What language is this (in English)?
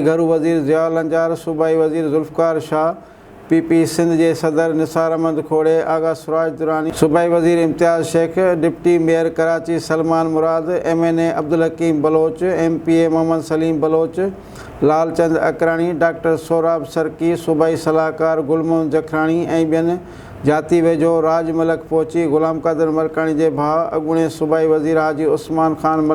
Sindhi